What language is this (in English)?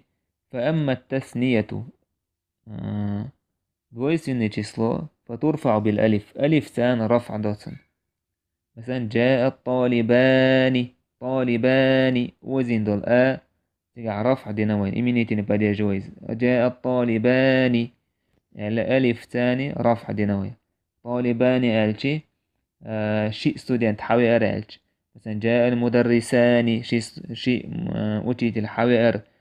Chechen